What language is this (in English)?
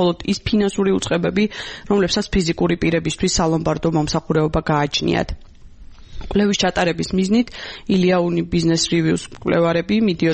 Georgian